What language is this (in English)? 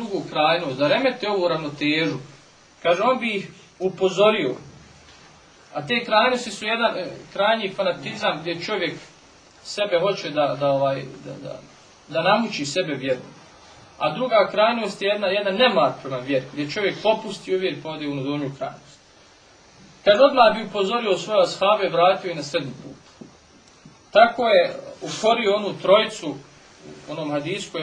Bosnian